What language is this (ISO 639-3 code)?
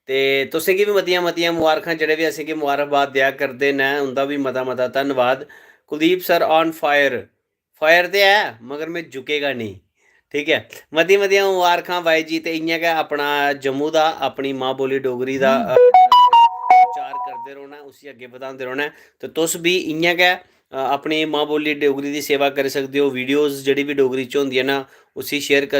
doi